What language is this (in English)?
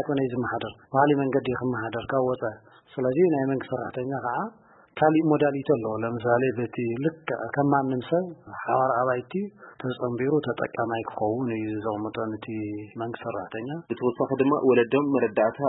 Tigrinya